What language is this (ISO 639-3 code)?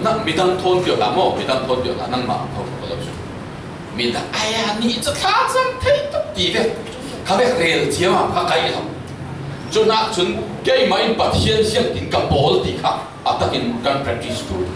cfm